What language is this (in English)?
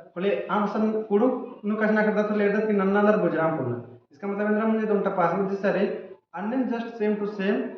Kurukh